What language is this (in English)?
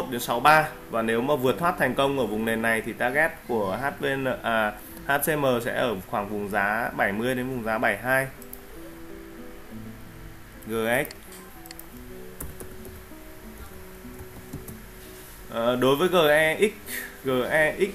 Vietnamese